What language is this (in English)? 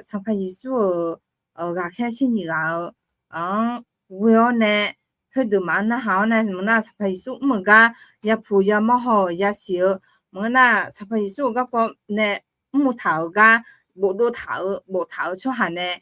Akha